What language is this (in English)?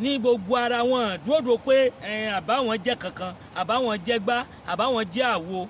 Yoruba